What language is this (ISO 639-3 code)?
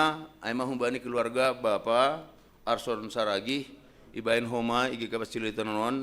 bts